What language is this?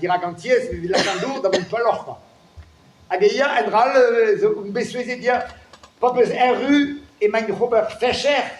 Breton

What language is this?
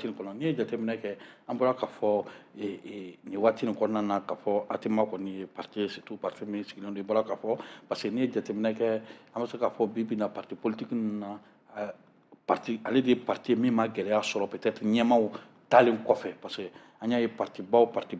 Bambara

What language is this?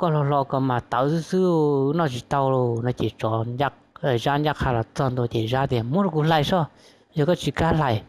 Hmong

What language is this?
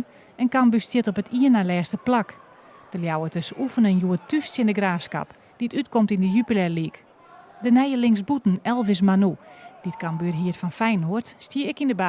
Western Frisian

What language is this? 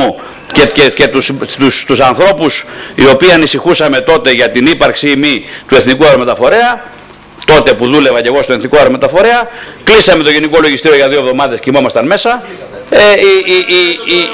Greek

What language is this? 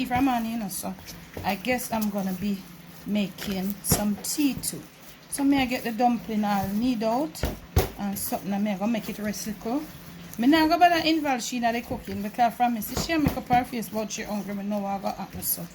Jamaican Creole English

